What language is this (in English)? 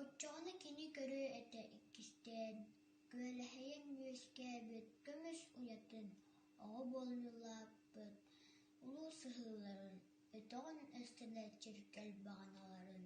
Yakut